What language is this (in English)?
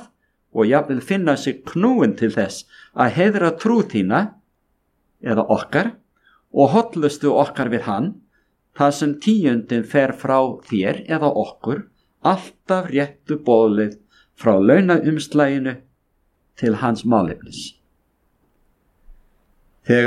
Icelandic